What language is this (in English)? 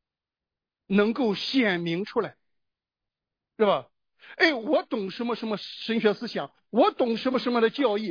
Chinese